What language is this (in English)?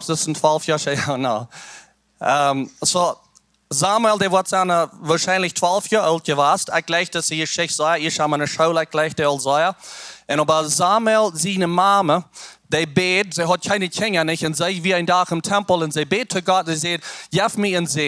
Plautdietsch